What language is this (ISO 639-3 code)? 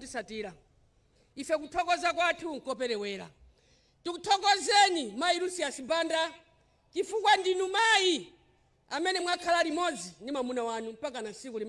nya